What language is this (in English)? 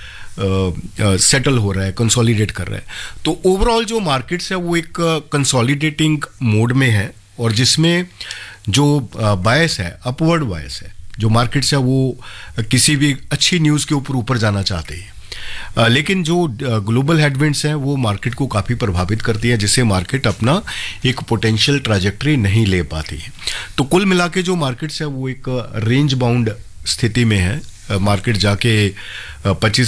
Hindi